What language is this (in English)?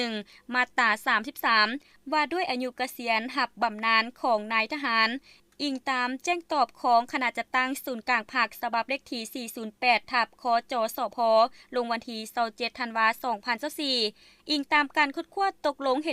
Lao